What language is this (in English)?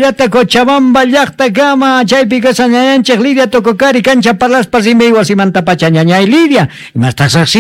Quechua